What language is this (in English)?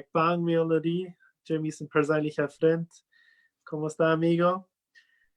Plautdietsch